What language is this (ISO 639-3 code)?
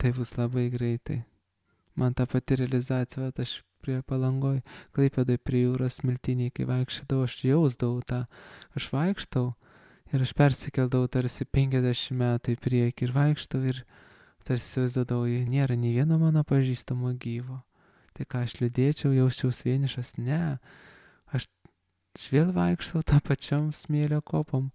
lit